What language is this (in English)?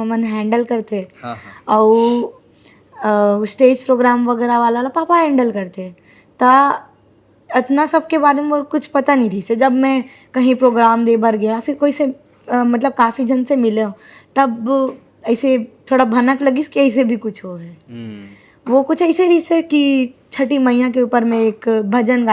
Chhattisgarhi